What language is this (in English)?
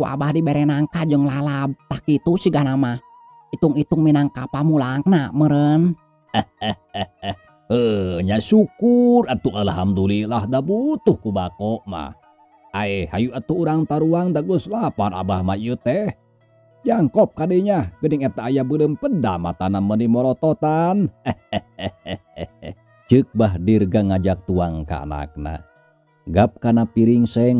Sundanese